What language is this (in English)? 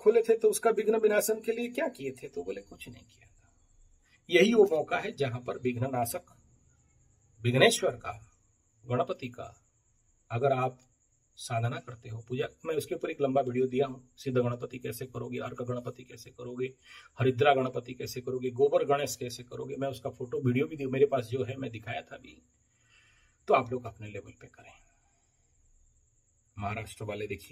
Hindi